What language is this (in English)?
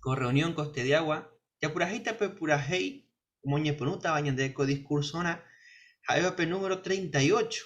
Guarani